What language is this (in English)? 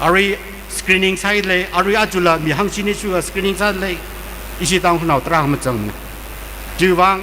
Tangkhul Naga (India)